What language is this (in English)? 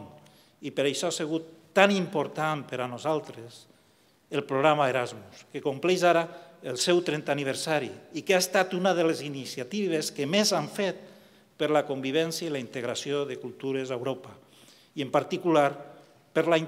Catalan